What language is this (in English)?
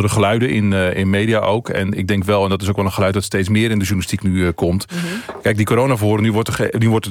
Dutch